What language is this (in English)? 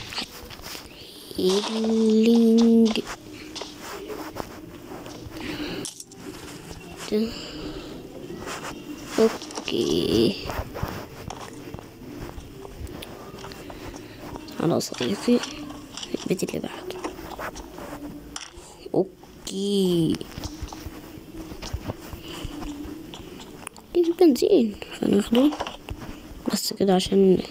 Egyptian Arabic